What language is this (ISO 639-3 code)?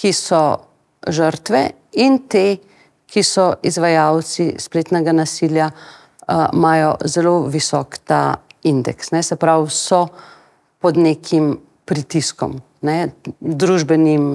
slv